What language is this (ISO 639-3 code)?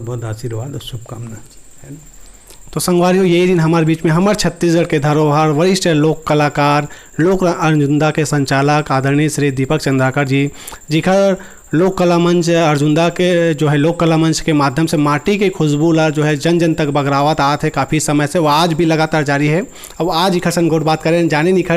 hne